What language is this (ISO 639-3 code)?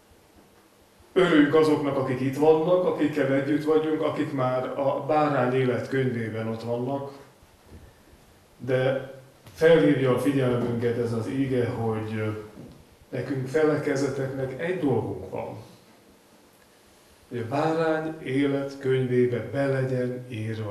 hun